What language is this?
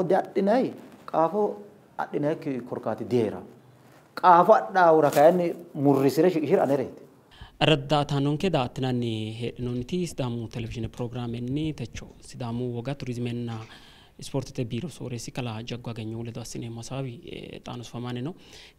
Sidamo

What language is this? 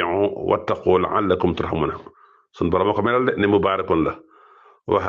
Wolof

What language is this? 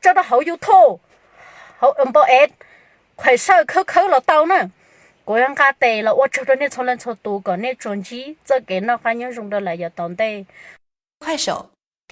Hmong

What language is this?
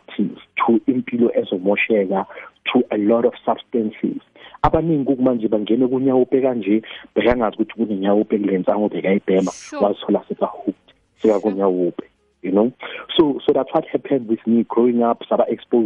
South Ndebele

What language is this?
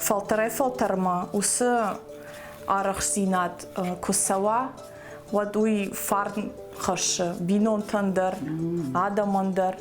Ossetic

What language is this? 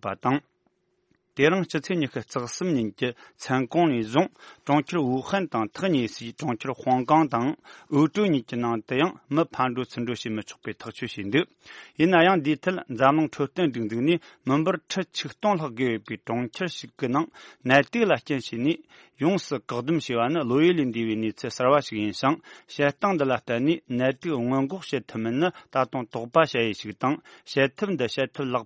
Tibetan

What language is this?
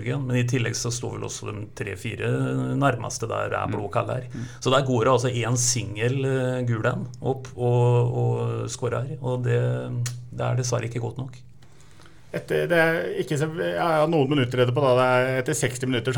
Norwegian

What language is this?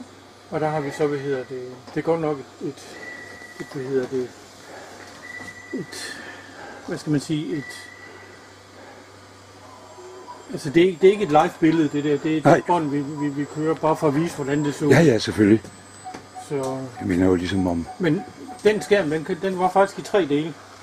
Danish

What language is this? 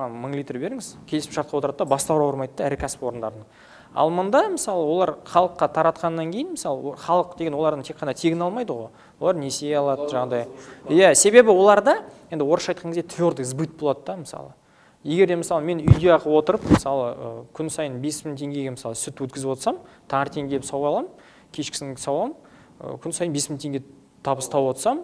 Kazakh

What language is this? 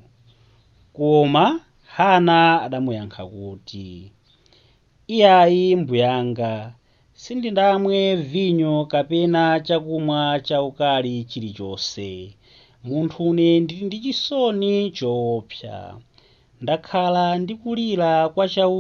Nyanja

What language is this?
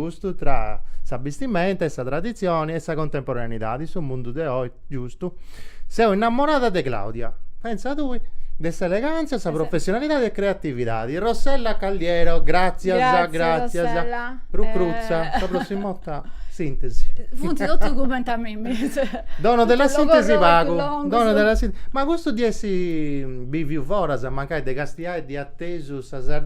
Sardinian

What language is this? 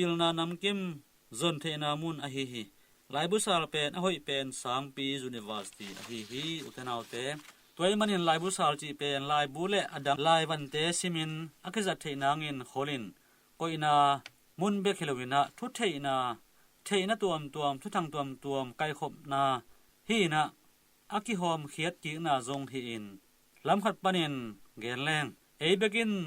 Tedim Chin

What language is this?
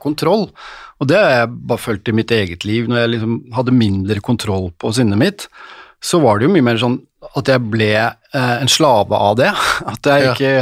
Norwegian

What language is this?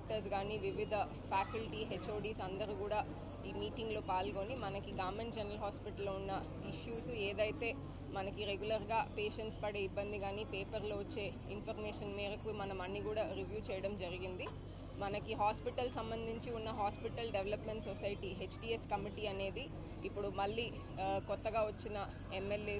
Telugu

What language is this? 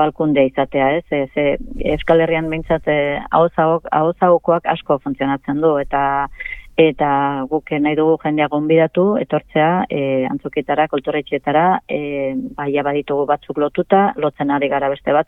Basque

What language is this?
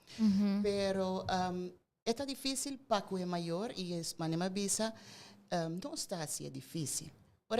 Papiamento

